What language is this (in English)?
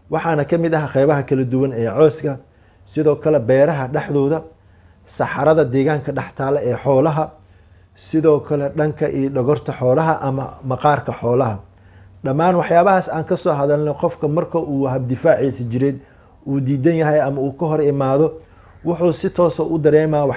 Somali